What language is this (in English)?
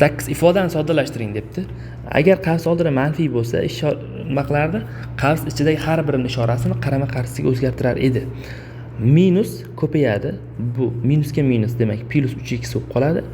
Uzbek